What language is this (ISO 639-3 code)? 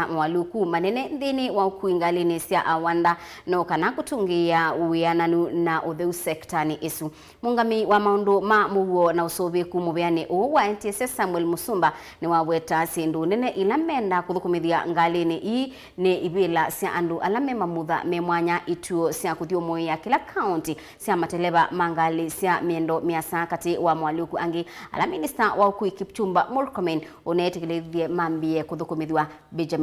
kam